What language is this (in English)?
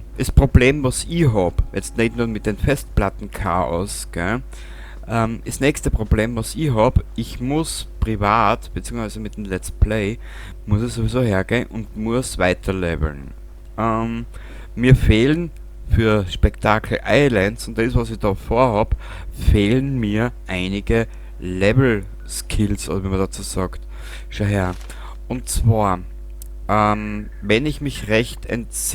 Bavarian